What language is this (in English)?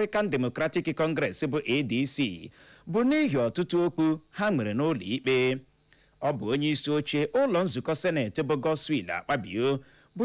Igbo